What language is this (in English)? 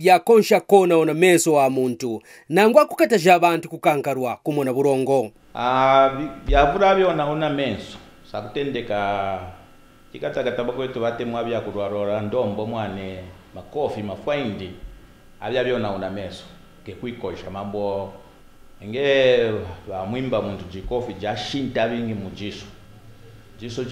Kaonde